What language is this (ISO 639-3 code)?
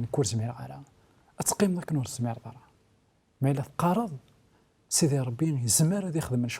kab